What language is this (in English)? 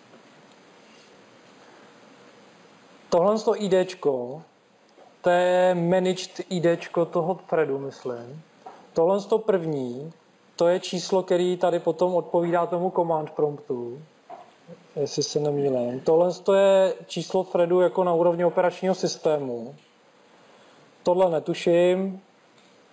Czech